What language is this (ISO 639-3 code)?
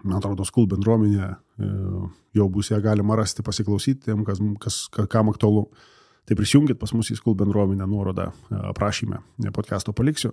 lit